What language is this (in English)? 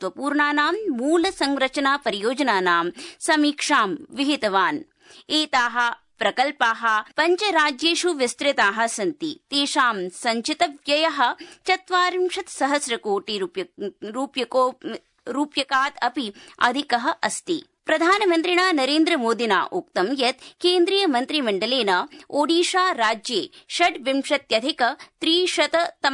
Sanskrit